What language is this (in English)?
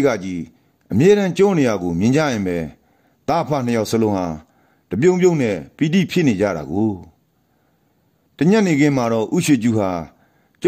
Burmese